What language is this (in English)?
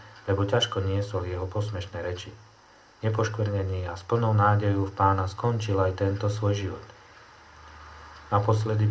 Slovak